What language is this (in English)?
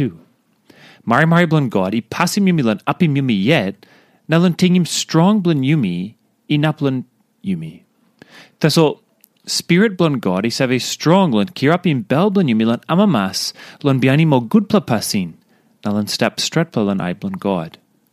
Tok Pisin